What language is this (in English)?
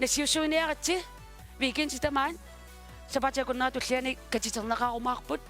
Kalaallisut